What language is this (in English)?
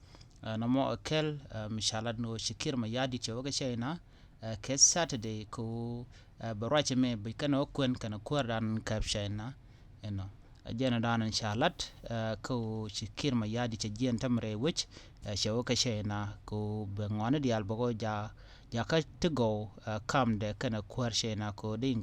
Nuer